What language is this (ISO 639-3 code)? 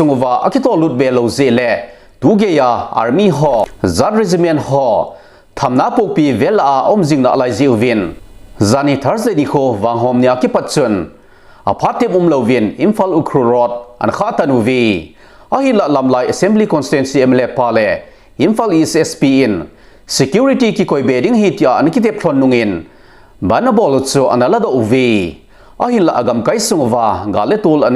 tcz